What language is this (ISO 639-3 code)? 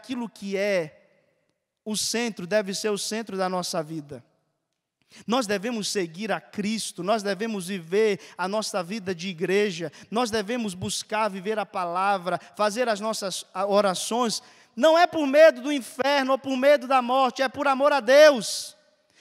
por